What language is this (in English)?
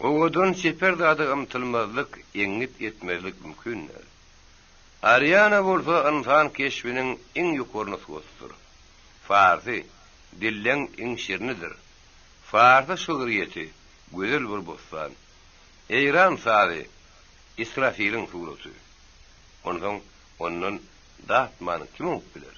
Turkmen